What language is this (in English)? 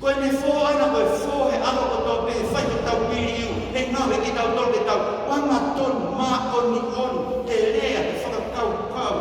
Tongan